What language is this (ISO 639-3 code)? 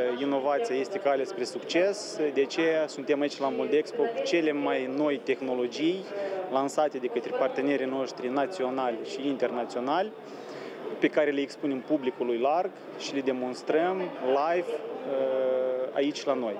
ron